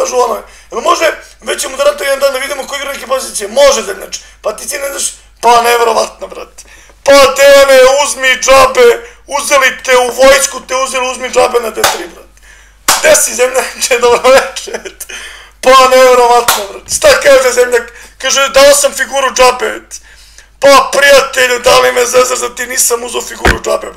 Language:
Serbian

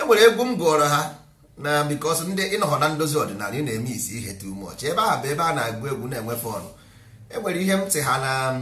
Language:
Igbo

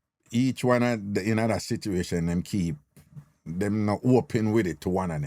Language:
Jamaican Creole English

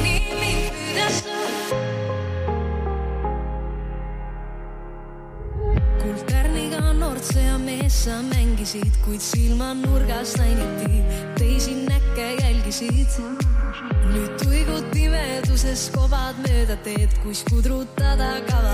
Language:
Estonian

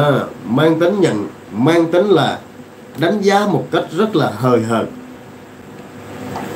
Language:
Vietnamese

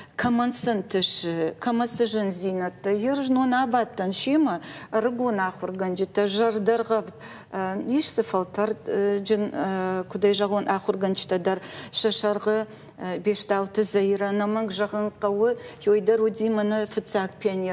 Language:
Ossetic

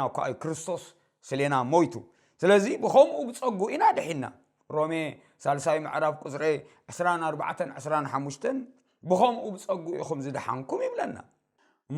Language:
Tigrinya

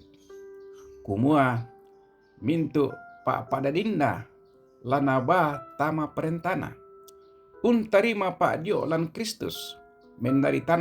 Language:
Toraja-Sa'dan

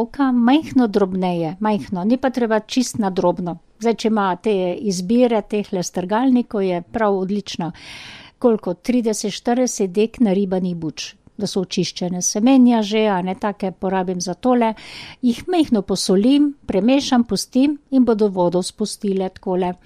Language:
Slovenian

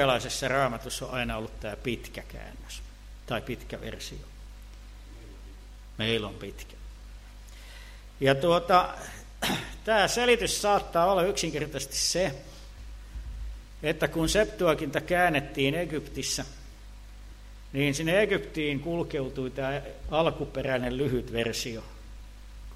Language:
Finnish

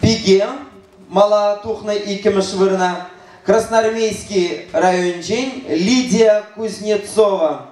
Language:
Chuvash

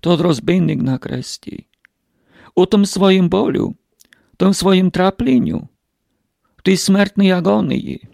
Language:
Rusyn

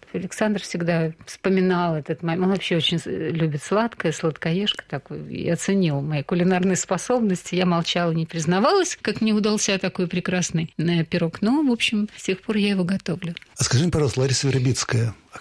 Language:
Russian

